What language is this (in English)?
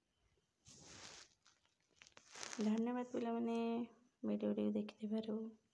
Odia